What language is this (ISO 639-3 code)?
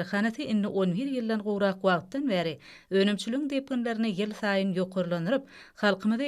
tuk